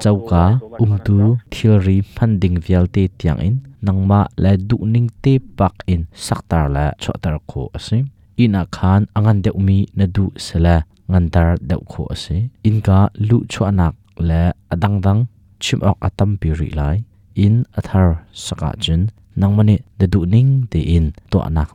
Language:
Hakha Chin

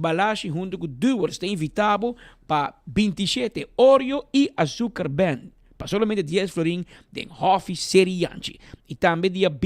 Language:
Papiamento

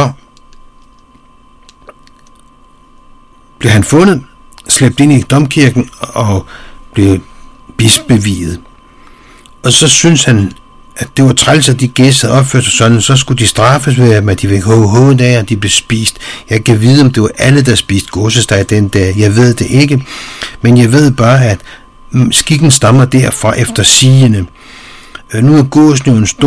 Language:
Danish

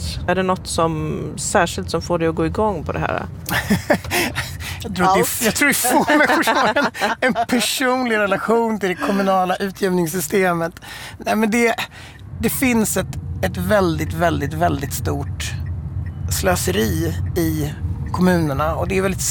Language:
Swedish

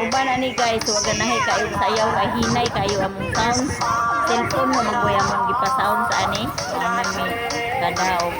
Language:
Cebuano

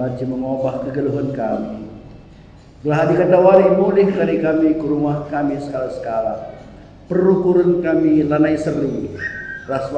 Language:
Batak Karo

